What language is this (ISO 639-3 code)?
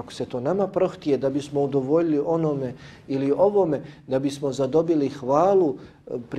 bos